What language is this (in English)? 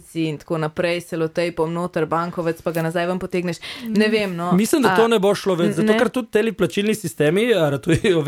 Slovenian